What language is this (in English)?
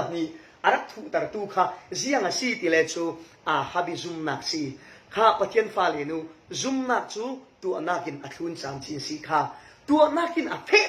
Falam Chin